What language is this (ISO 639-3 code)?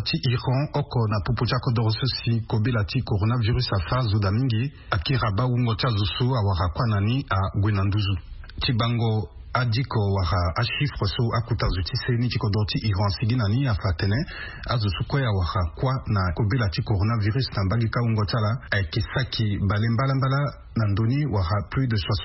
sag